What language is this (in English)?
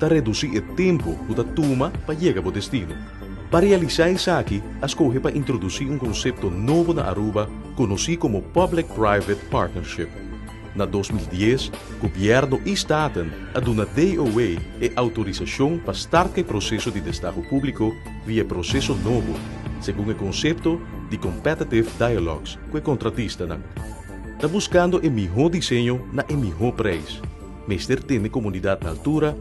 Papiamento